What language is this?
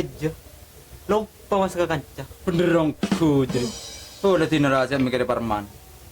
Madurese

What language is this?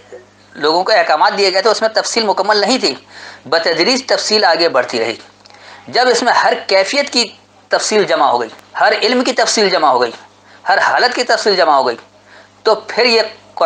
Urdu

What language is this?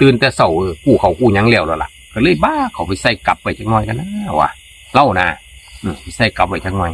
Northeastern Thai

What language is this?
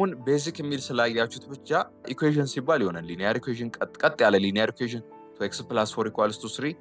Amharic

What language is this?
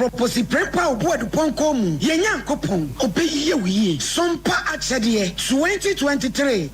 Akan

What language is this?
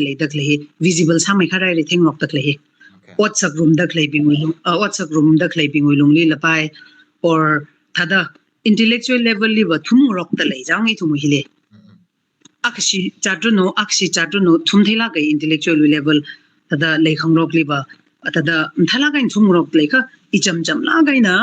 Tangkhul Naga (India)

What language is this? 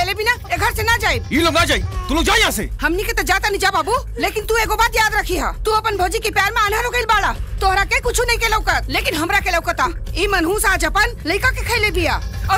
Bhojpuri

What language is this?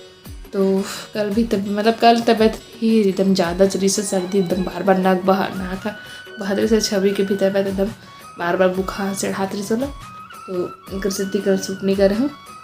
Chhattisgarhi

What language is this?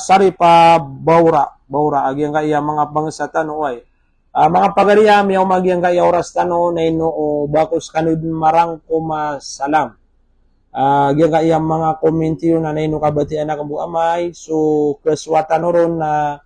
Maranao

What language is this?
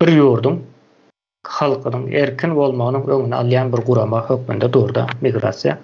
Turkmen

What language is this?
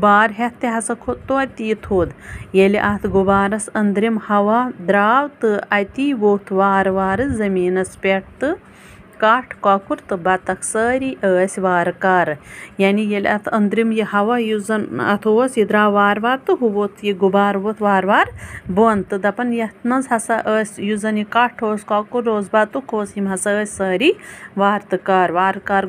Kashmiri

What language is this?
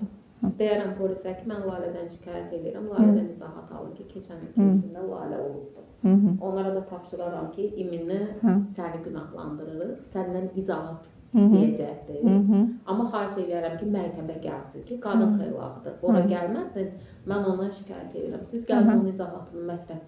Azerbaijani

